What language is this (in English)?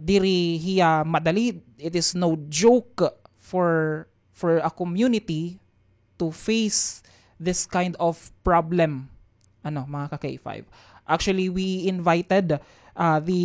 Waray